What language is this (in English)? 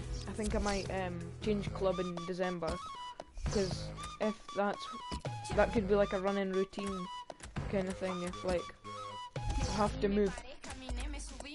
English